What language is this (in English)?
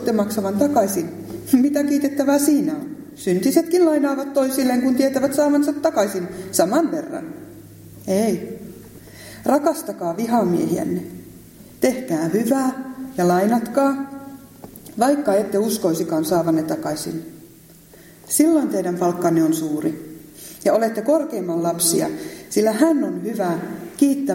Finnish